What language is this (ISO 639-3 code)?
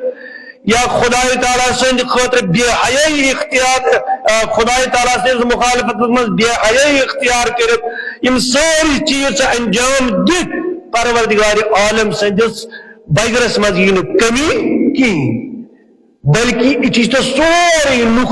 kas